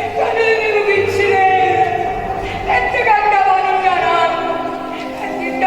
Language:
Neapolitan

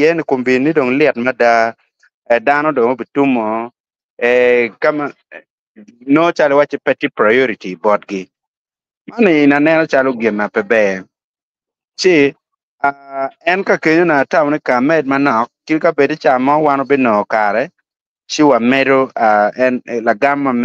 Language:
Acoli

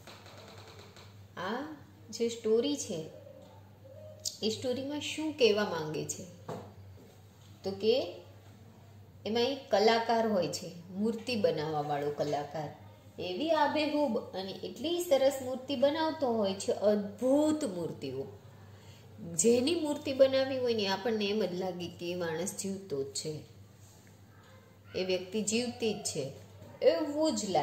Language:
Gujarati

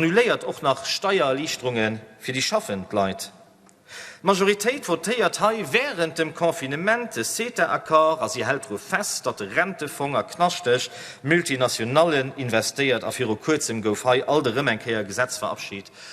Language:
Luxembourgish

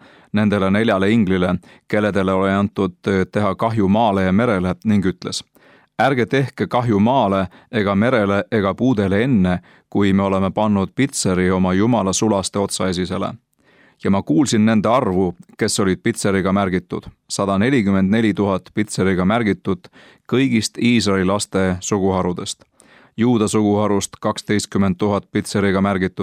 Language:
Estonian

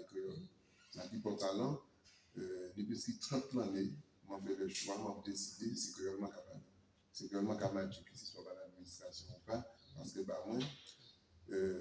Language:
Guadeloupean Creole French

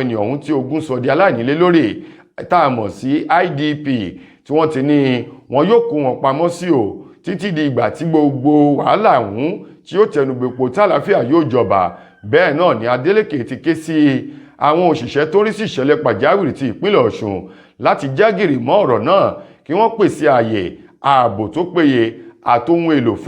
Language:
Yoruba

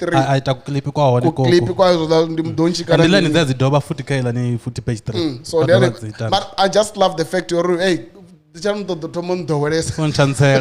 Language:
Venda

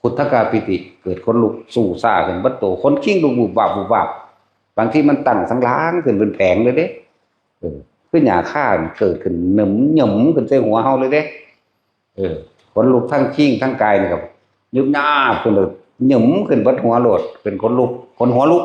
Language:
Northeastern Thai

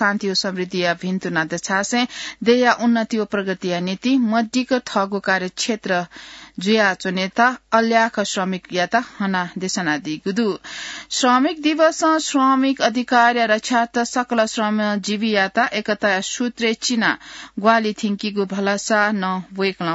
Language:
Newari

